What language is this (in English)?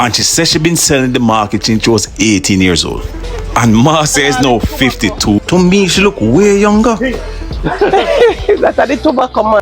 Jamaican Creole English